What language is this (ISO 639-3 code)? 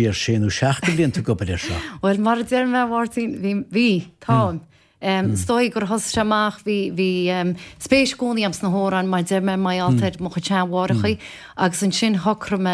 gle